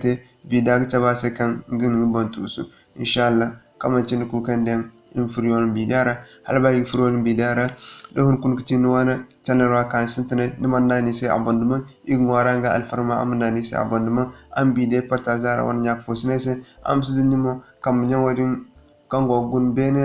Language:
Zarma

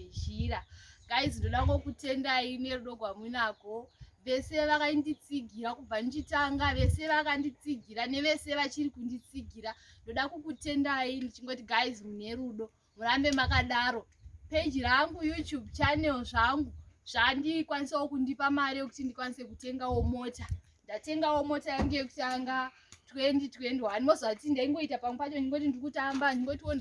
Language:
Shona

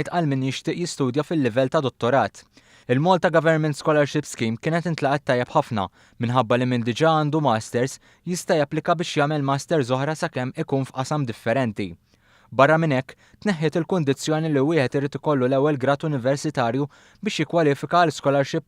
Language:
Maltese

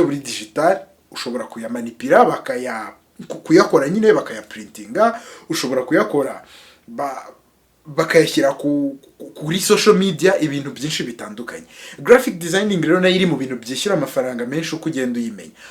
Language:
Kinyarwanda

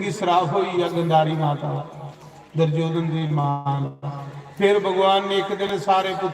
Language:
Dogri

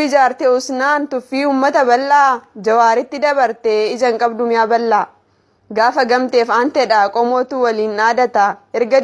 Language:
Oromo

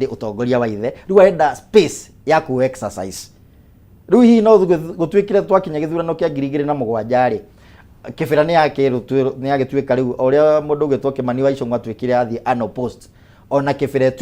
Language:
Kikuyu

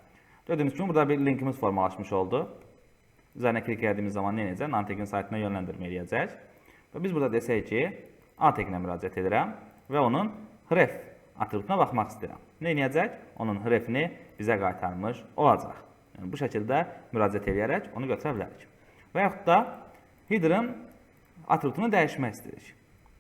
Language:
Azerbaijani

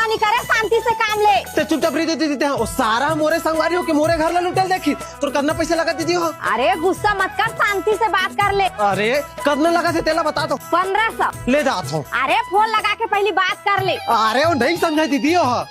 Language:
Chhattisgarhi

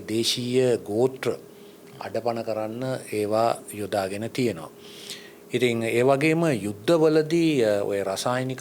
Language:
Sinhala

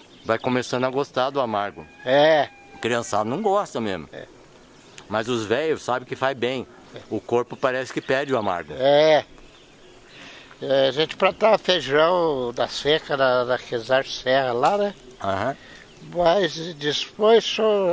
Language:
Portuguese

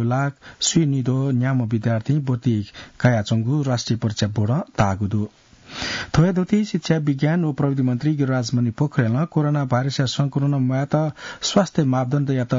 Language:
Newari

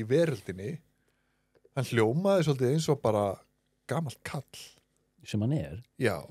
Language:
Icelandic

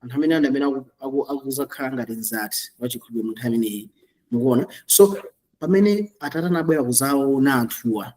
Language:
Nyanja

